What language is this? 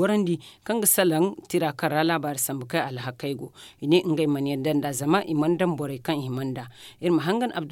Zarma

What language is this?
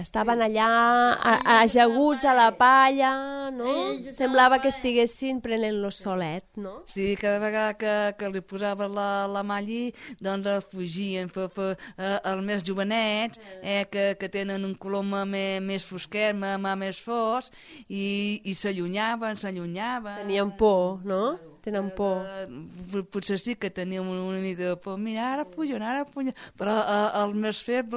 Catalan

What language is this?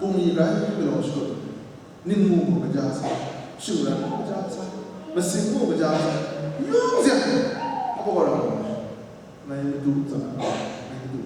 Kachin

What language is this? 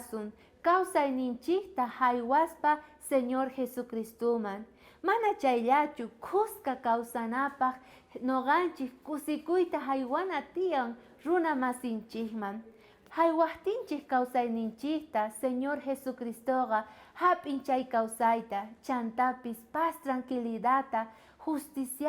South Bolivian Quechua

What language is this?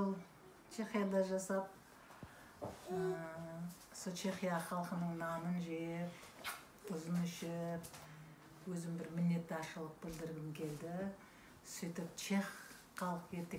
Kara-Kalpak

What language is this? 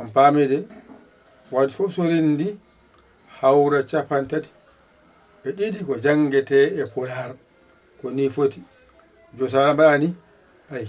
Fula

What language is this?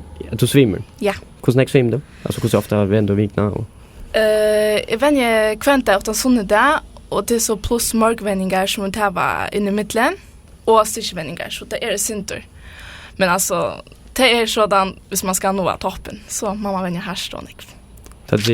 Faroese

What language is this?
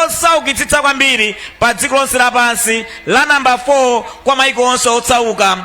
Nyanja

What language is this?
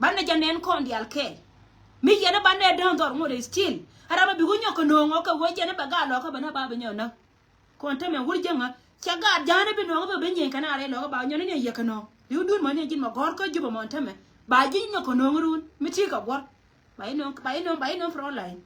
Nuer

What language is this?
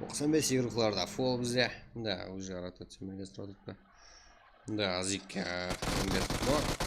Kara-Kalpak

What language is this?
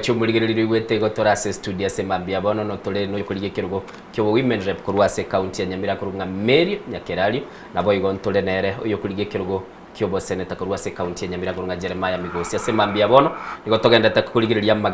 Gusii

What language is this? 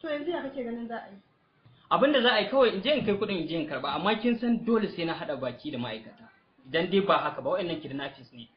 Hausa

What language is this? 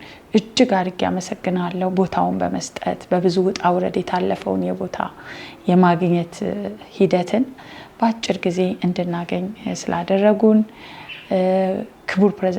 Amharic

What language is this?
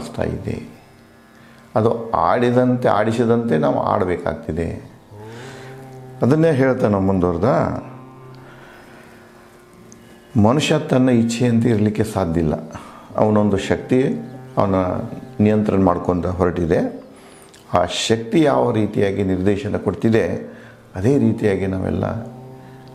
Kannada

